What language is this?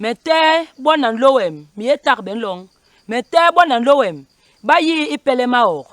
Basaa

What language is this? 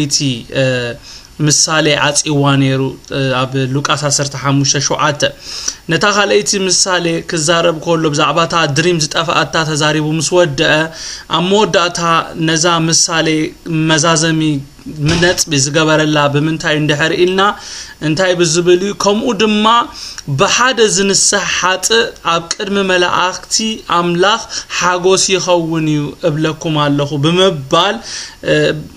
Tigrinya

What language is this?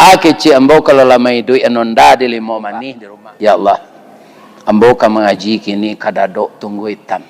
Minangkabau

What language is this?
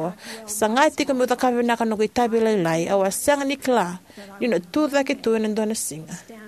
Fijian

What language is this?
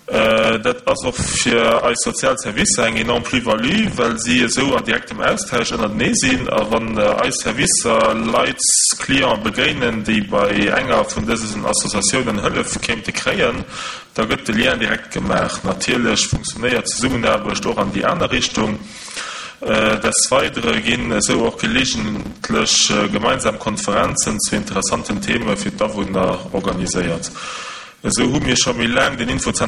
Luxembourgish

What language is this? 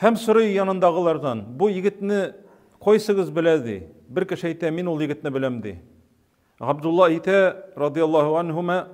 Tatar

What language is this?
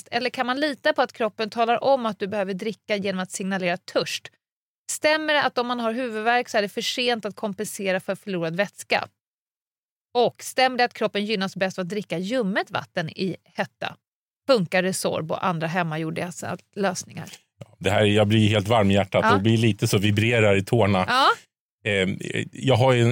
Swedish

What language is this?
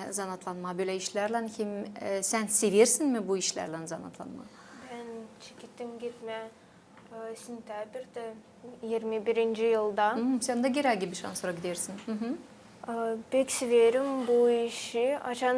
Gagauz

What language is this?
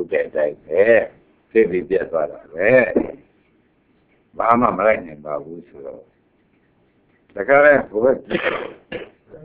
Burmese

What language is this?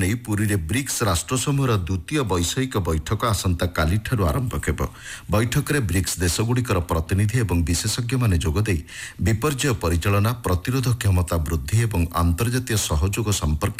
Odia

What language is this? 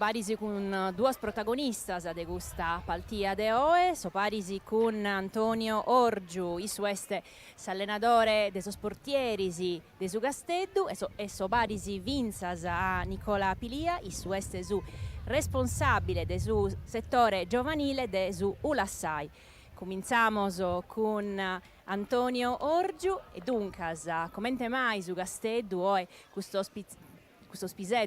Sardinian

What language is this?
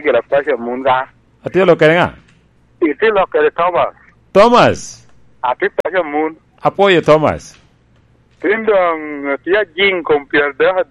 Lango (Uganda)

